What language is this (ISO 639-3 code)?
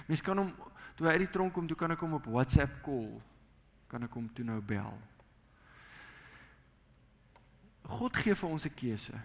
afr